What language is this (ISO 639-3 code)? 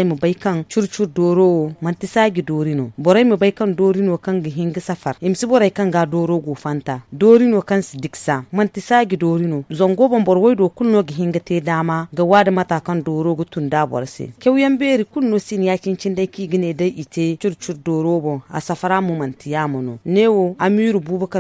dje